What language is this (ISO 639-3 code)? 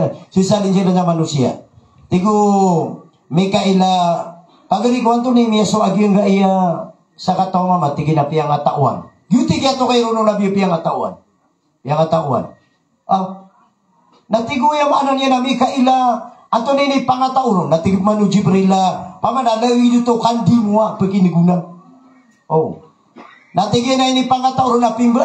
mrw